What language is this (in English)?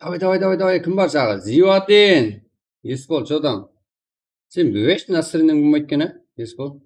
Kara-Kalpak